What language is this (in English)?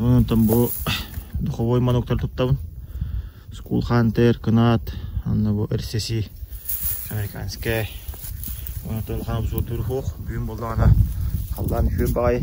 Yakut